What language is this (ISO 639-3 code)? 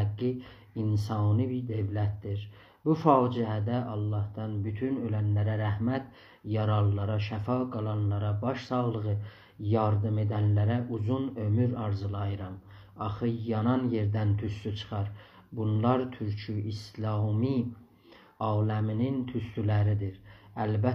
azb